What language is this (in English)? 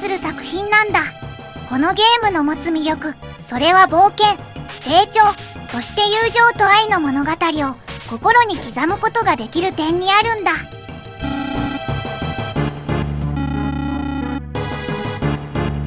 Japanese